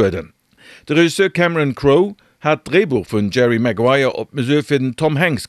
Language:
Luxembourgish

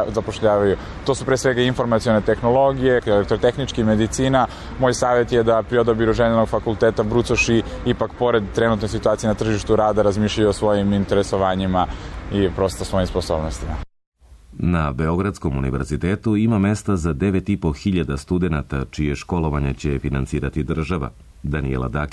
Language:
Serbian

